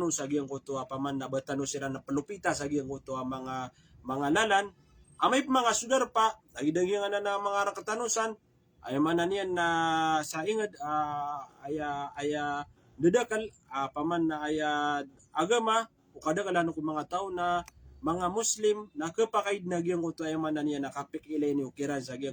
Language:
Maranao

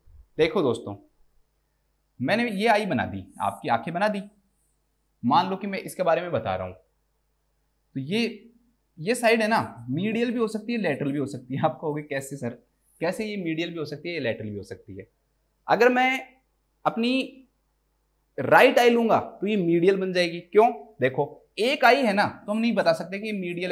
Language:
Hindi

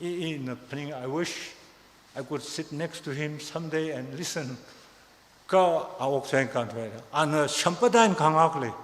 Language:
Tangkhul Naga (India)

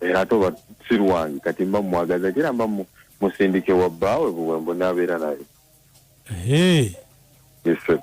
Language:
Ganda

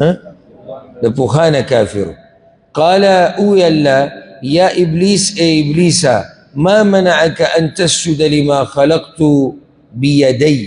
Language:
Pashto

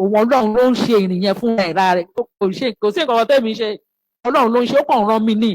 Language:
Yoruba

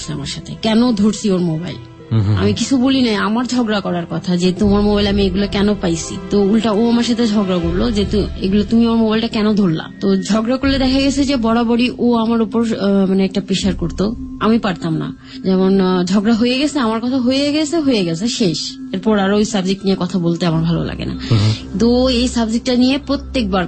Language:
Bangla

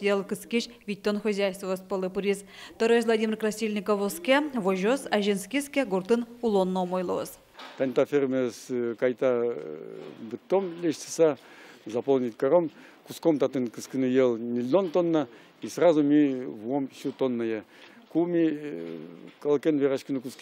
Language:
Udmurt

